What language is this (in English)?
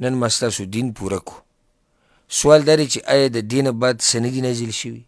Pashto